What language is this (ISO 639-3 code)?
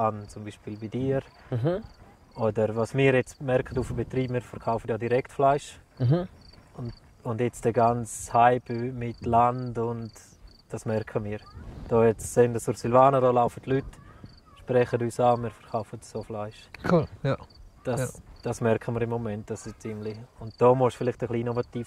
gsw